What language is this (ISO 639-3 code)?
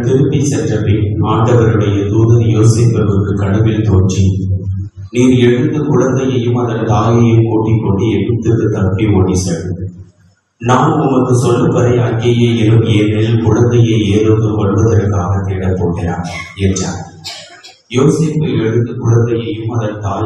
tam